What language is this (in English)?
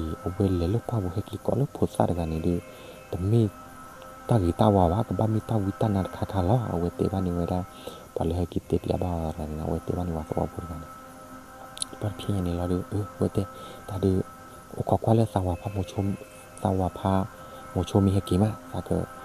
S'gaw Karen